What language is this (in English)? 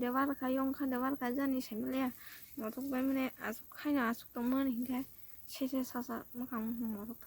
Kok Borok